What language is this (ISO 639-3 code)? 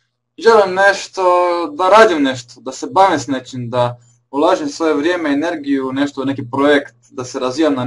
hrv